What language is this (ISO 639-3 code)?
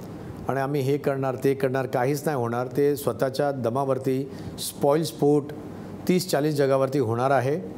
mar